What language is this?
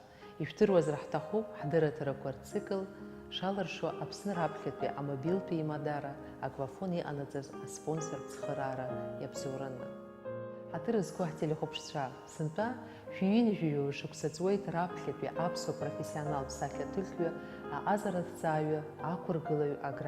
Abkhazian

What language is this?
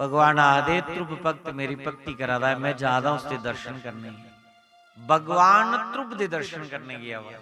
Dogri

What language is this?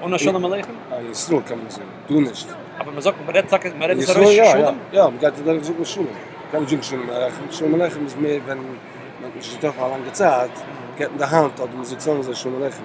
Yiddish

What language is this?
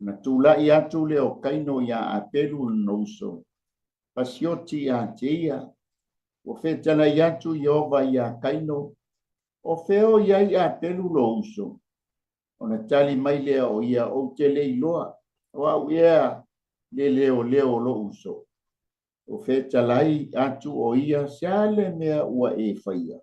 Samoan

